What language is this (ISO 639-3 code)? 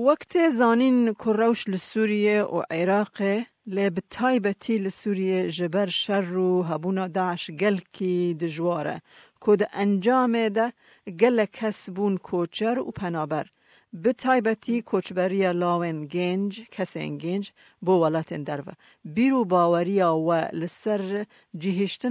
kur